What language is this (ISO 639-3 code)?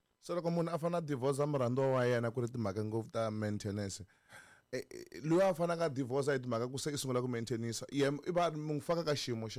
tso